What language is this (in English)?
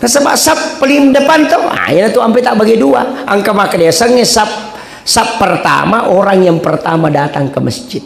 Buginese